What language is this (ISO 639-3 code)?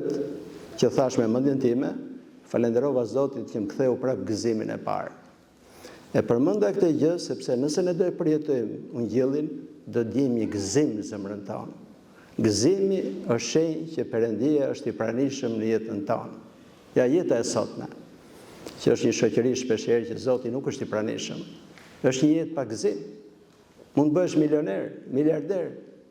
sqi